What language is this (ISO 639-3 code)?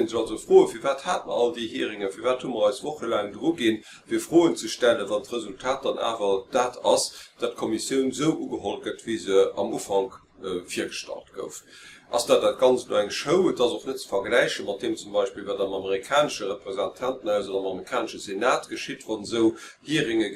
ltz